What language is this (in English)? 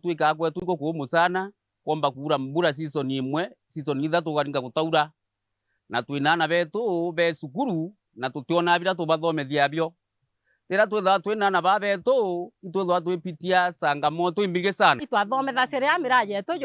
Meru